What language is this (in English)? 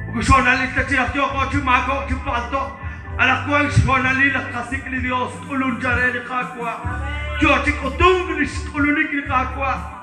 Kekchí